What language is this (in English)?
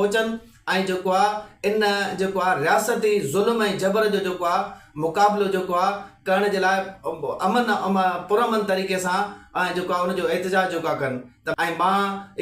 Sindhi